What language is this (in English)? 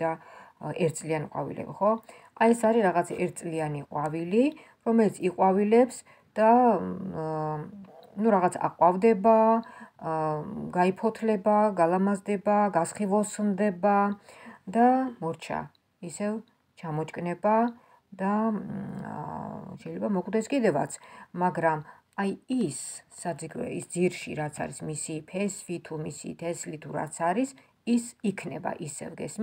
Georgian